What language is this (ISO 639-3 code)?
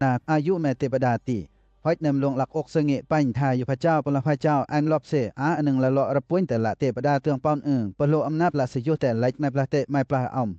lcp